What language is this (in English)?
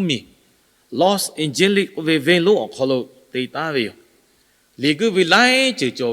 Lahu